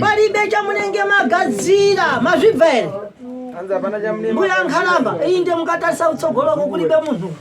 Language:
Shona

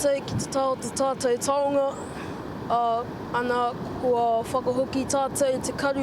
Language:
Māori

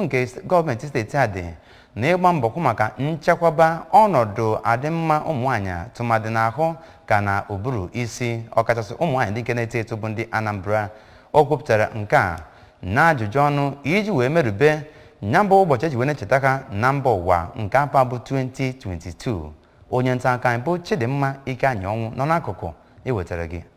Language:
Igbo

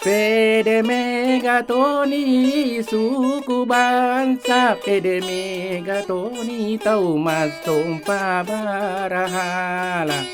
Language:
Buginese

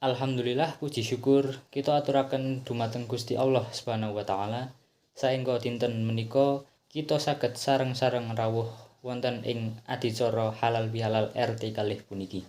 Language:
Javanese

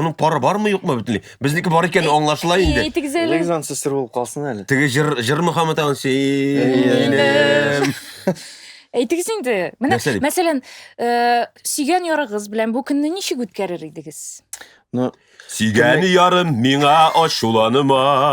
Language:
Tatar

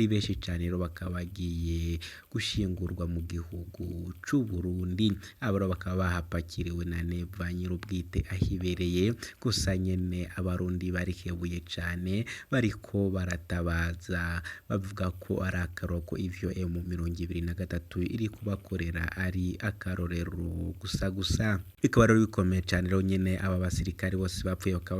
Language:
Rundi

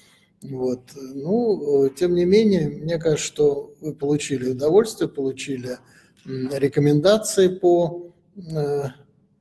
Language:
Russian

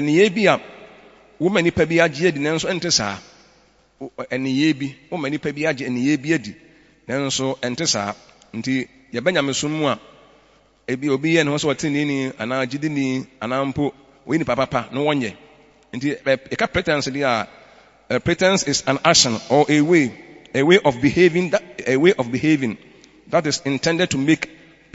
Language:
Akan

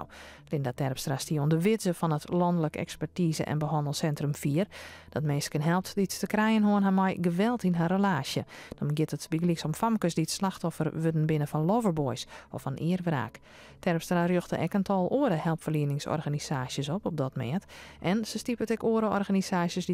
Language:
Western Frisian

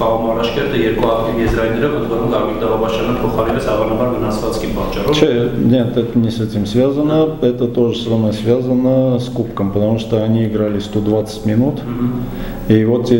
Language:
Armenian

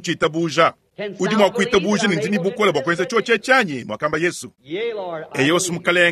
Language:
Luba-Lulua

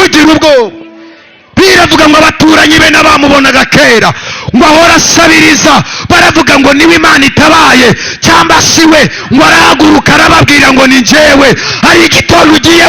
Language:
Kinyarwanda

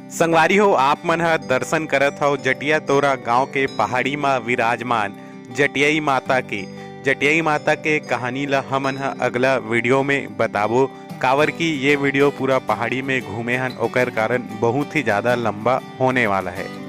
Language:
Chhattisgarhi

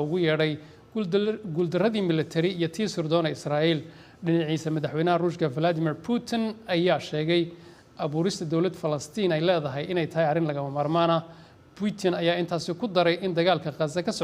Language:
Somali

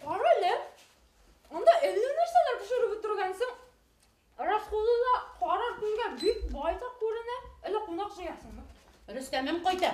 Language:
Bashkir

